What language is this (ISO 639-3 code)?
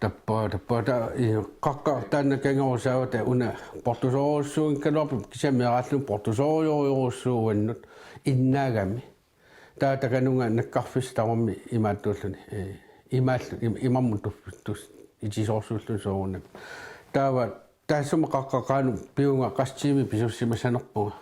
kal